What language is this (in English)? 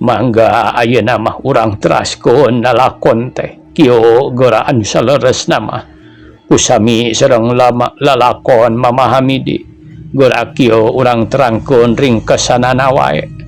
Sundanese